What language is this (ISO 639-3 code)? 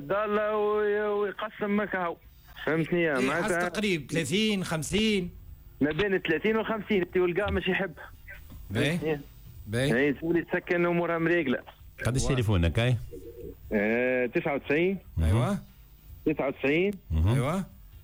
aeb